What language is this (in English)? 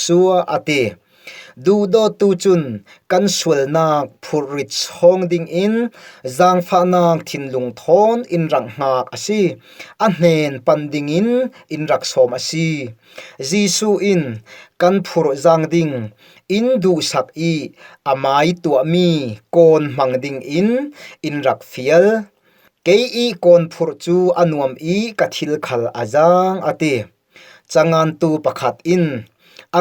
Falam Chin